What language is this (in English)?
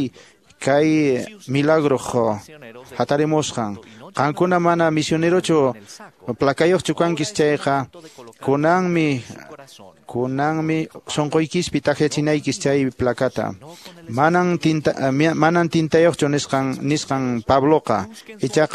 Quechua